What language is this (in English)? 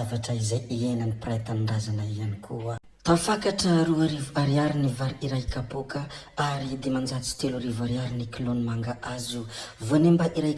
Malagasy